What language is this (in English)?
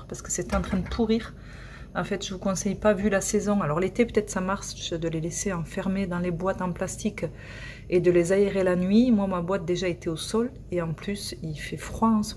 French